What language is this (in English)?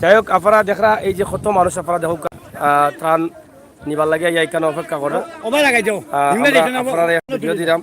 Sylheti